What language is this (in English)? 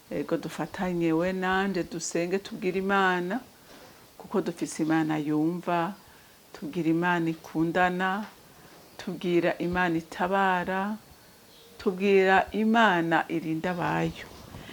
Rundi